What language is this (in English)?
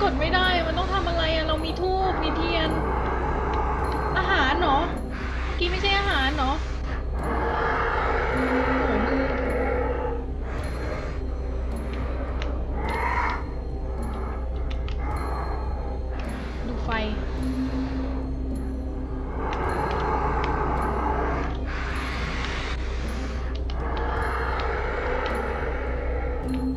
Thai